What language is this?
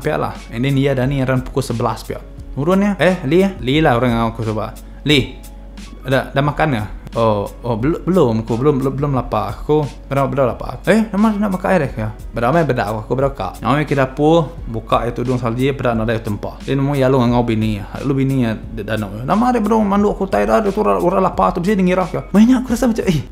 Iban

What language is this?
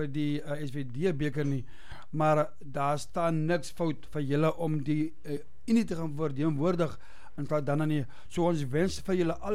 Afrikaans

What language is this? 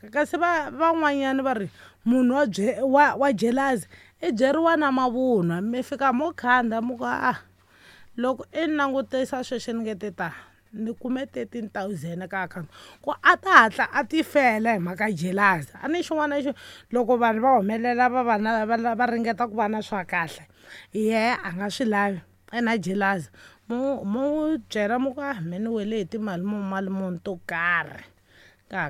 Tsonga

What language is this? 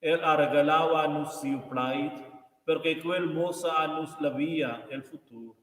Romansh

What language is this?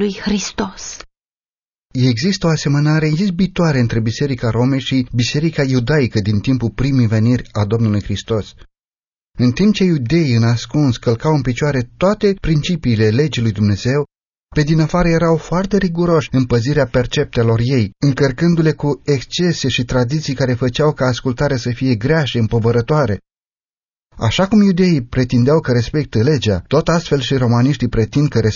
Romanian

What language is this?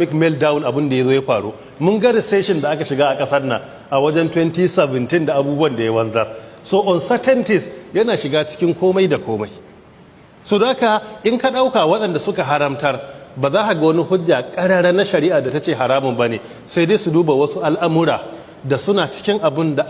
Hausa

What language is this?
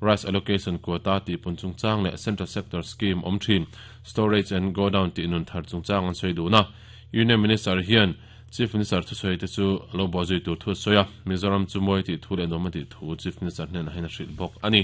Mizo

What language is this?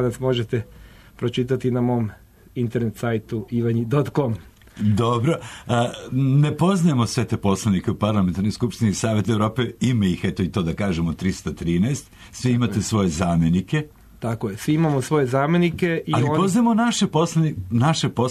Serbian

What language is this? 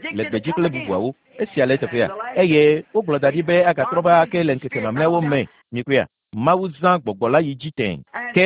Ewe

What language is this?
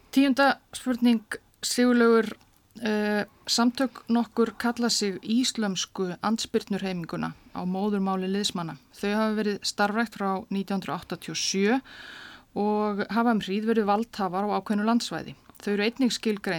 Icelandic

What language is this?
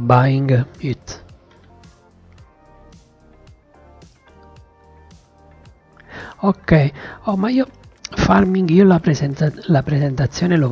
Italian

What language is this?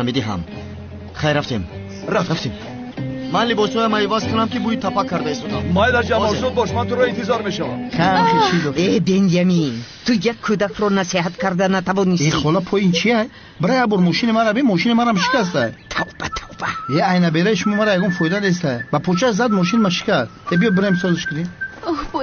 Tajik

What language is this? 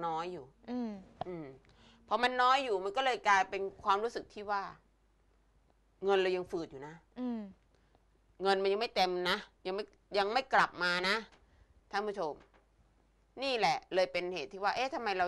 Thai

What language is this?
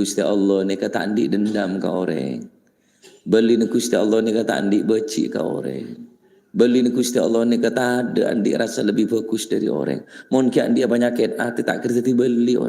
Madurese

